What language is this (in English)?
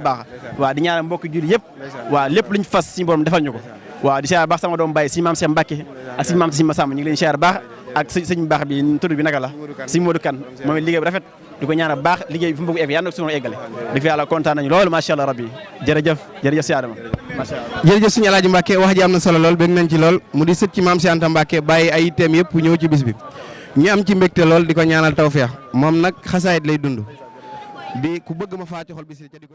Wolof